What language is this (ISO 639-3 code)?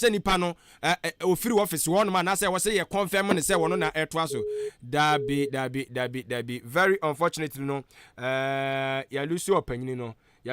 aka